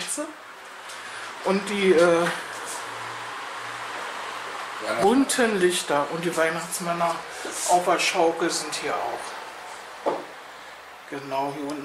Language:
German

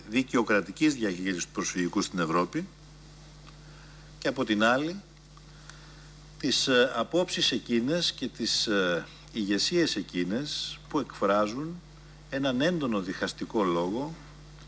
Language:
Greek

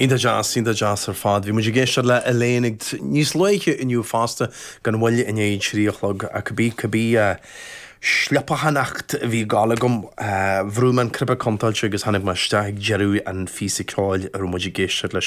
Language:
Irish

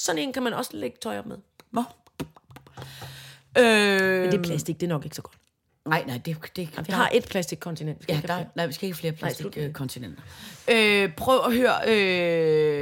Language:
Danish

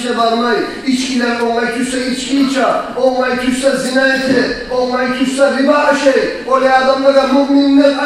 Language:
Kumyk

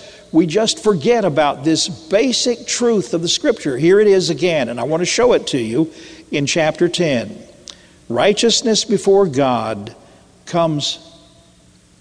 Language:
English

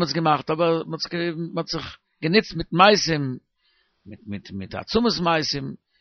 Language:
Yiddish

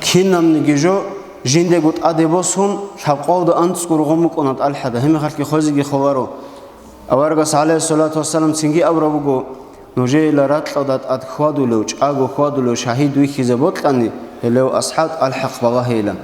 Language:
Avaric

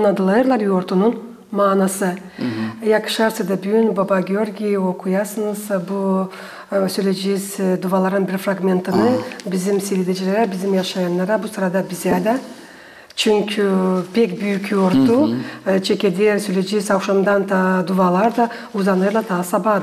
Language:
Gagauz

